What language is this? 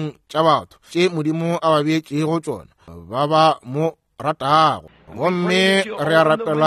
Northern Sotho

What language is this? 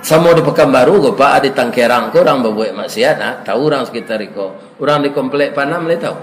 Minangkabau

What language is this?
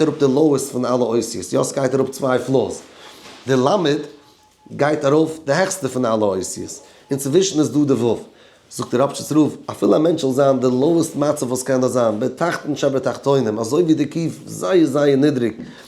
Yiddish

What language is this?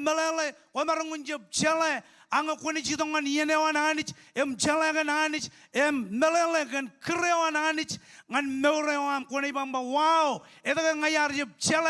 Marshallese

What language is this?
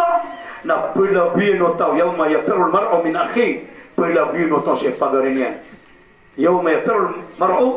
Maranao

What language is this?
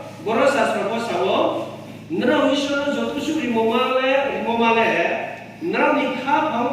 Riang (India)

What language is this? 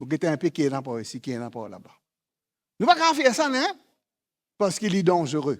Morisyen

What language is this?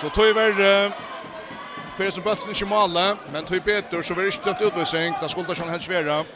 Faroese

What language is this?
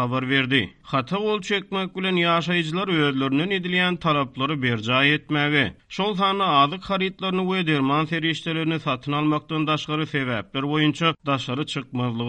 Turkmen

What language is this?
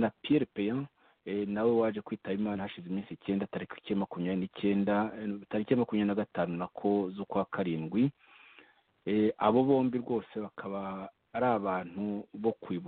Kinyarwanda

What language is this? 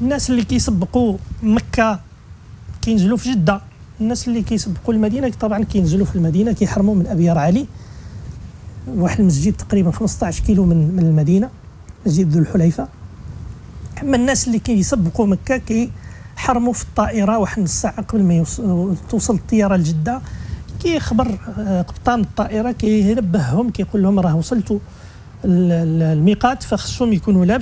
Moroccan Arabic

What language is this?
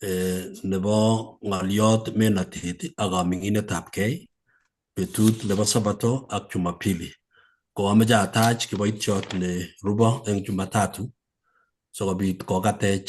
Kalenjin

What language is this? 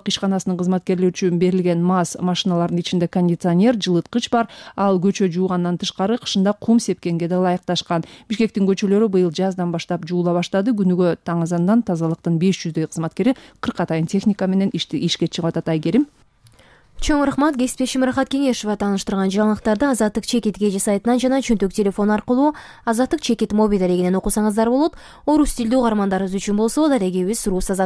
Kyrgyz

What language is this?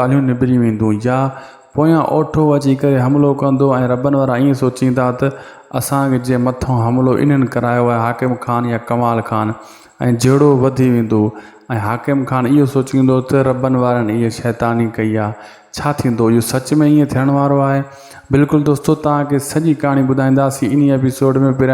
Sindhi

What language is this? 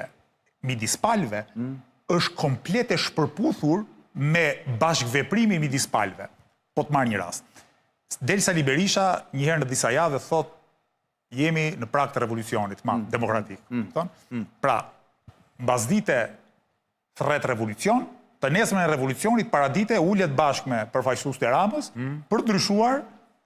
Albanian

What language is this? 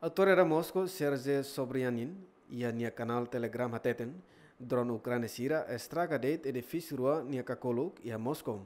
Tetum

